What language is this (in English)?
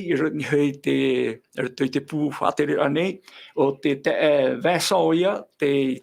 Tahitian